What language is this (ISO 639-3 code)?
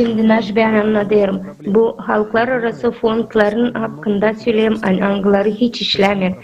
gag